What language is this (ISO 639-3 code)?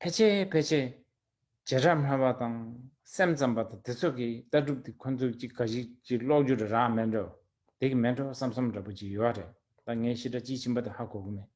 bod